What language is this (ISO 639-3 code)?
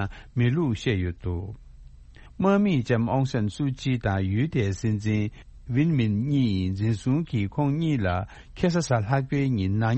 bod